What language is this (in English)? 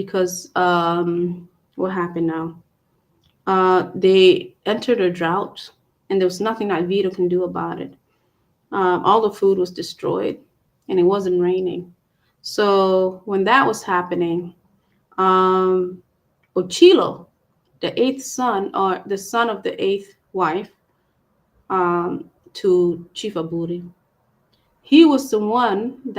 Acoli